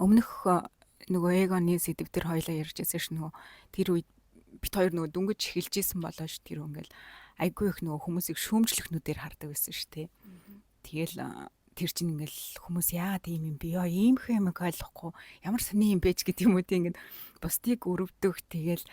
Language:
Mongolian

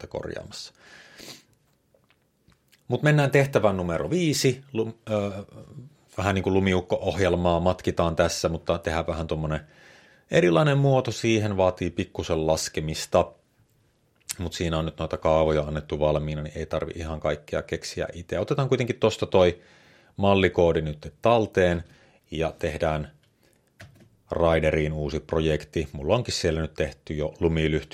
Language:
Finnish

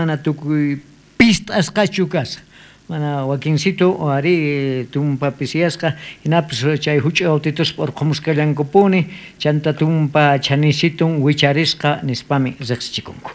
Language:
South Bolivian Quechua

